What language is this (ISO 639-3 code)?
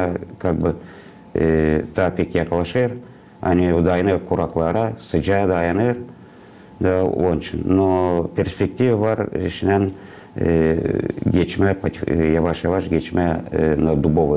gag